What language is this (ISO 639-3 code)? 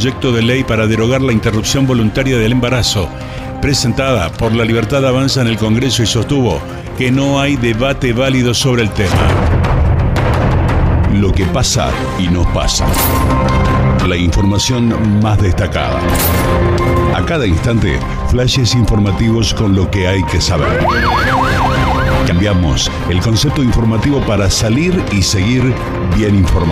spa